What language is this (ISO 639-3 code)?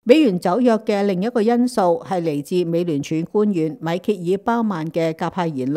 yue